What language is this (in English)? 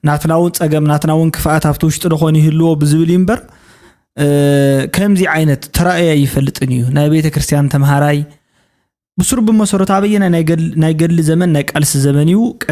Tigrinya